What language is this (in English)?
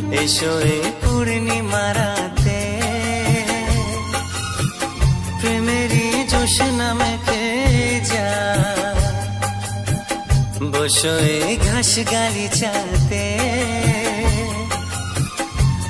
Bangla